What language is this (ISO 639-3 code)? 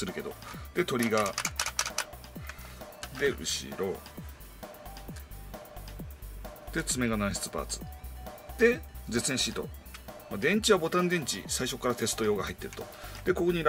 jpn